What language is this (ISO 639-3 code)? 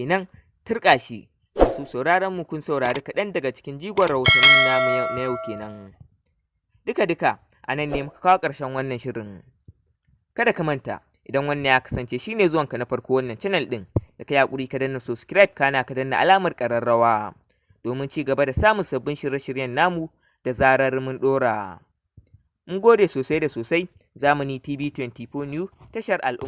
hau